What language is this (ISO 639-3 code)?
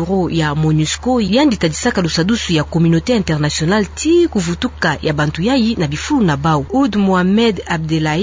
ktu